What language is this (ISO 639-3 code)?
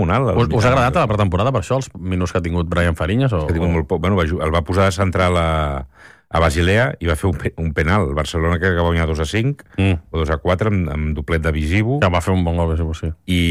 cat